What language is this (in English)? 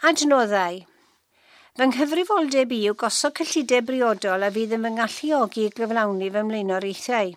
Welsh